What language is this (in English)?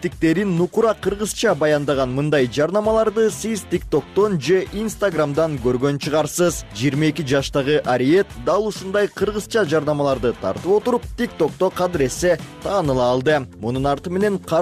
Kyrgyz